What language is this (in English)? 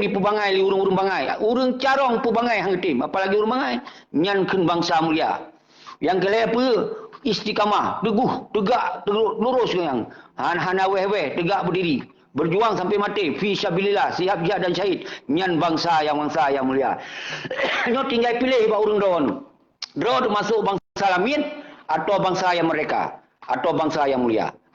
Achinese